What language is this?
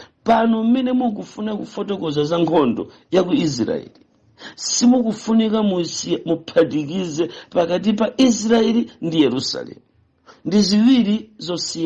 Nyanja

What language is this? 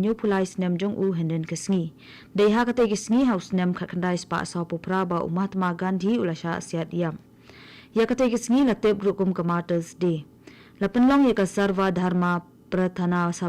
Khasi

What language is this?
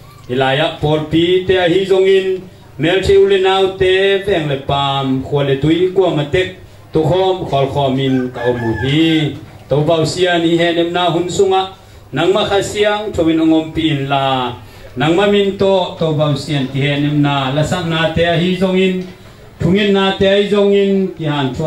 Tedim Chin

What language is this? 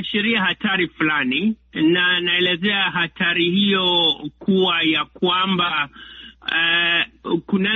Swahili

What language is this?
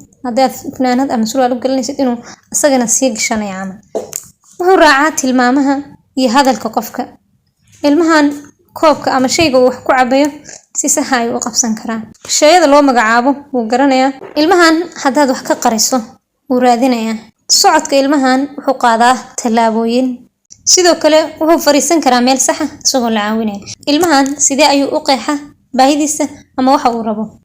Somali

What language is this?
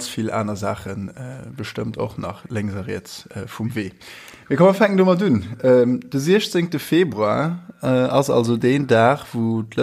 Luxembourgish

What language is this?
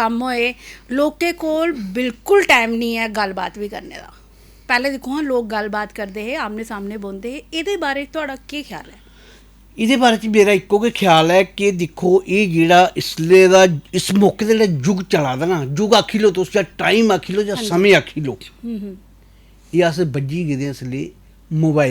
Dogri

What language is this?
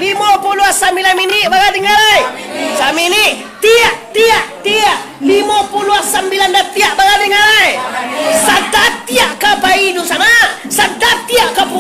Minangkabau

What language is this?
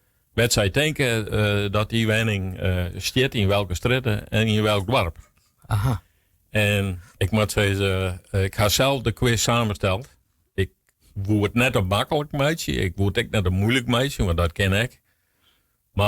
Western Frisian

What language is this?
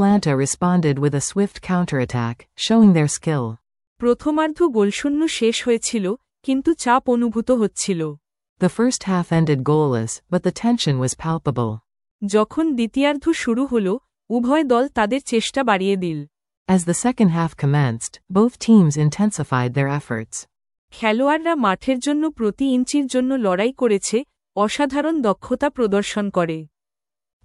Bangla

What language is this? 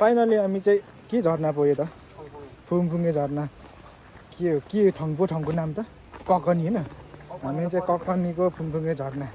Nepali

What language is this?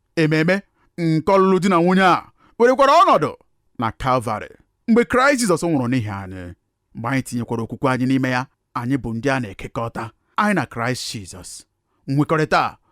Igbo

